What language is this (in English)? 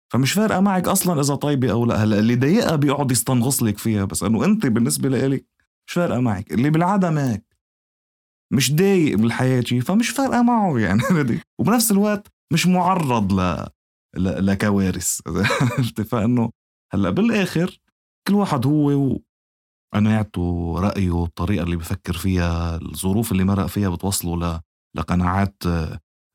North Levantine Arabic